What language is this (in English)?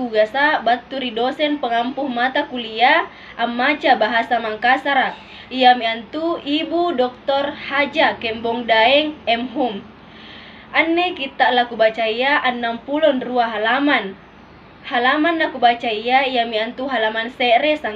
Makasar